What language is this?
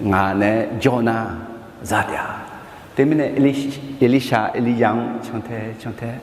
Akha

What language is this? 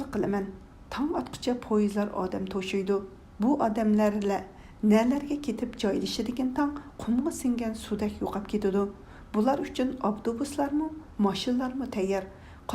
Uyghur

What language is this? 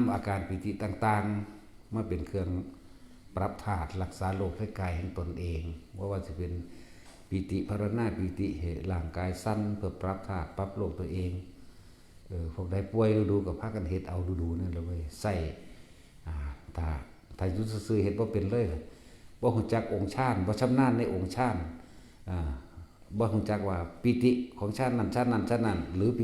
Northeastern Thai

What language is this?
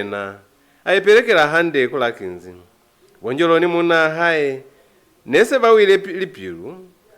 Lozi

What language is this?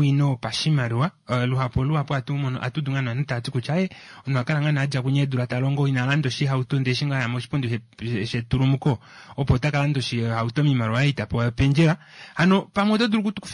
Kuanyama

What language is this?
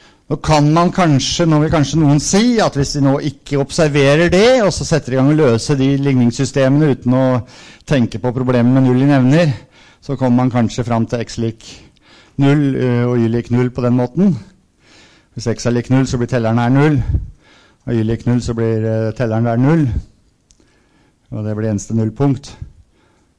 Norwegian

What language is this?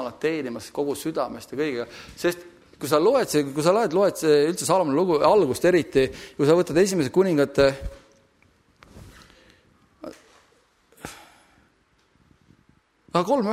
Estonian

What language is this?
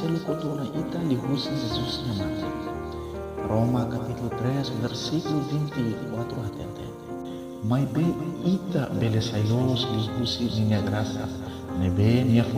Tetum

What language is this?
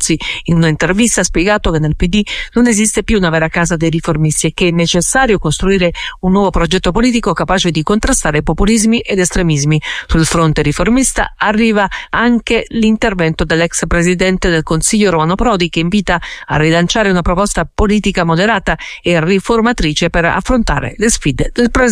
Italian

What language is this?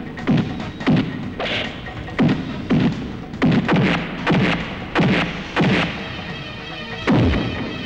Kannada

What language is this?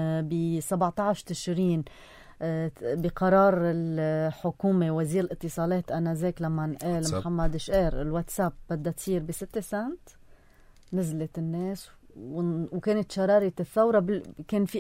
North Levantine Arabic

